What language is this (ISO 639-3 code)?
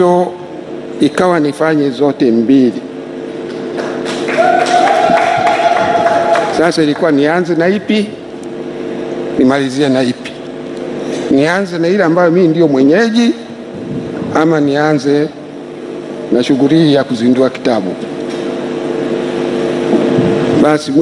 swa